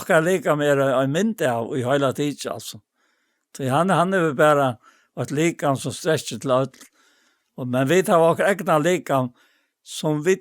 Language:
Faroese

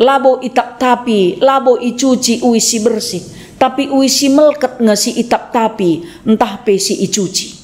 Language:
Batak Karo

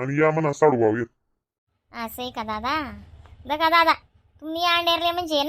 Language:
Khandesi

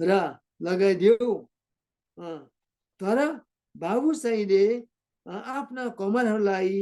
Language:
Eastern Tamang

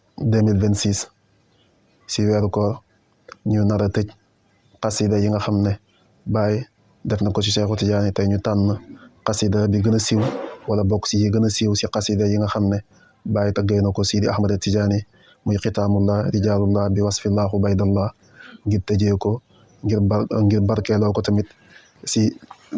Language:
Wolof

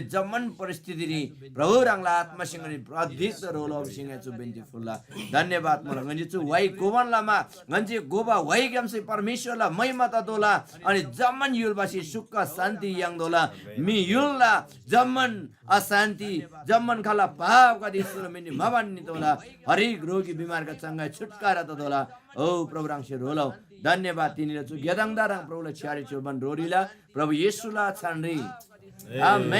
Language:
Eastern Tamang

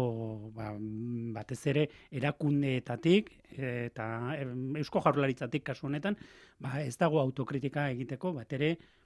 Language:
Basque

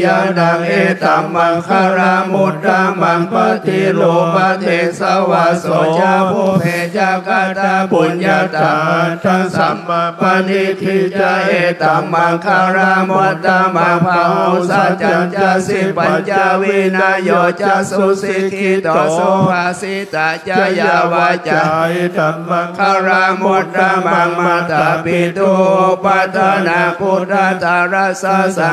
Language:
Pali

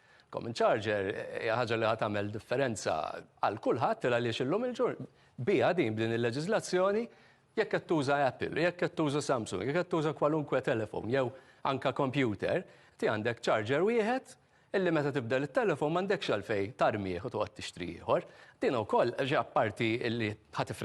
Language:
Maltese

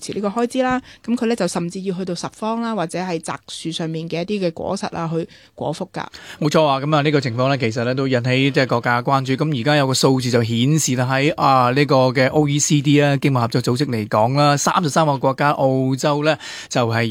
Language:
Cantonese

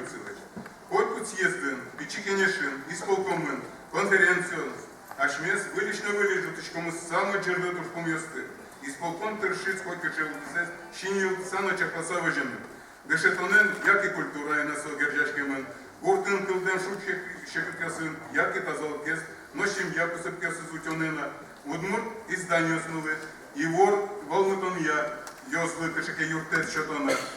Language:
Udmurt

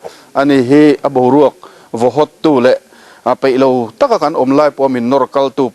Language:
Mizo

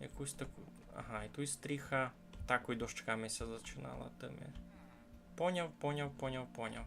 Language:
Rusyn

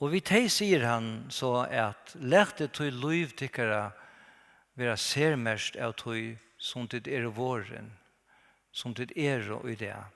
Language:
Faroese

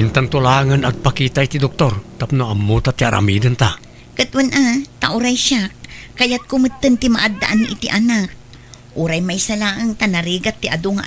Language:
Iloko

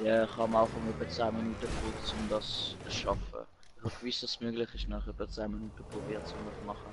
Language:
Swiss German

